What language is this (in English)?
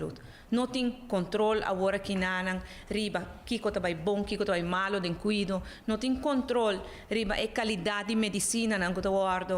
Papiamento